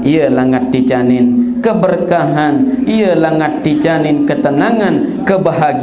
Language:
Sasak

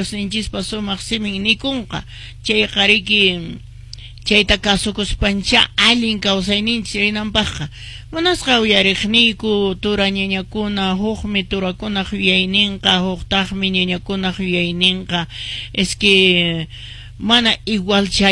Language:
Quechua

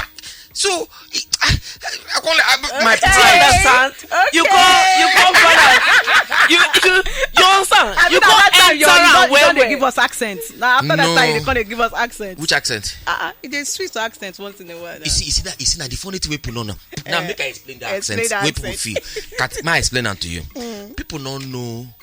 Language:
Nigerian Pidgin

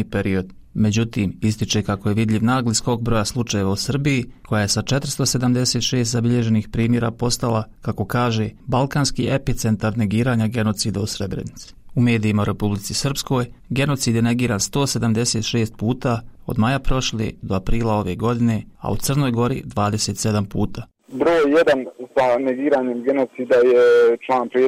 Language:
Bosnian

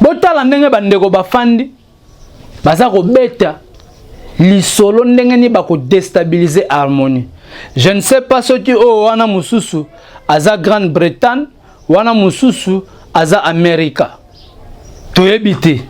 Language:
Lingala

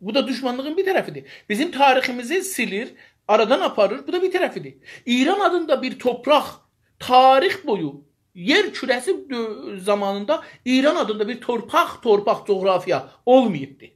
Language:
South Azerbaijani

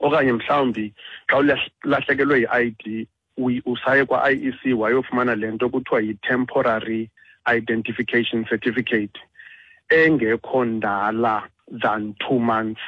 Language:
Xhosa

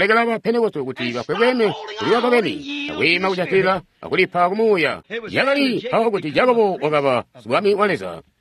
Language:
Tonga (Zambia)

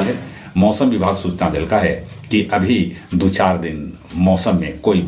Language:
Magahi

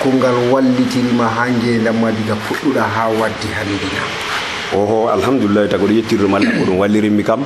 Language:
Nigerian Fulfulde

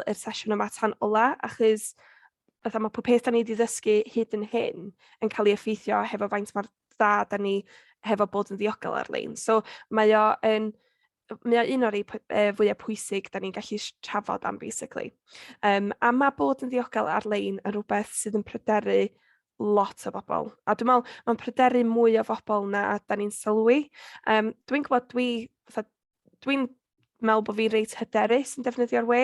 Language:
Welsh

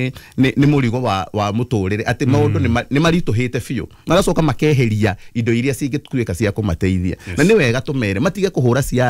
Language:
Kikuyu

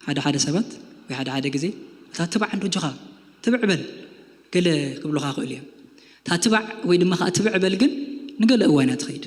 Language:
Tigrinya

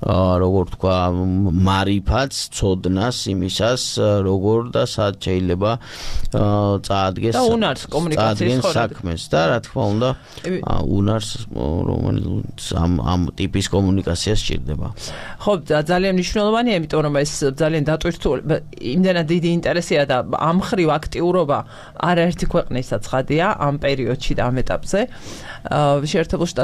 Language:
Georgian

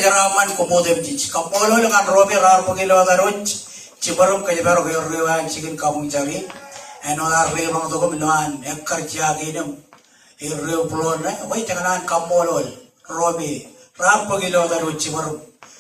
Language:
Marshallese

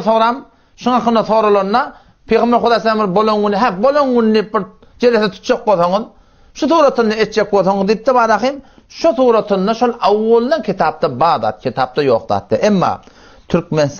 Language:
Turkmen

